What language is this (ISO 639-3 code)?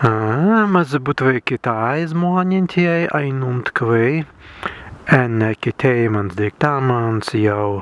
prg